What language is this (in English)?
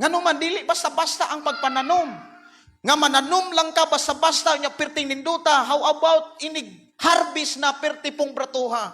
Cebuano